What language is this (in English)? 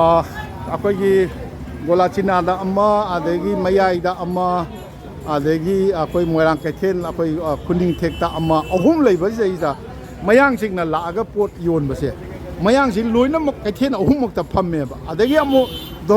Manipuri